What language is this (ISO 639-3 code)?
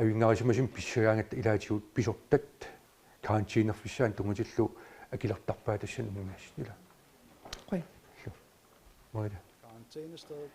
kal